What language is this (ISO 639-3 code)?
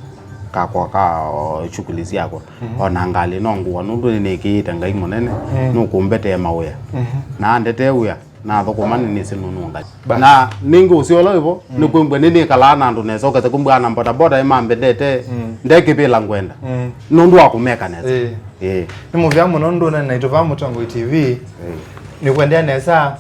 kam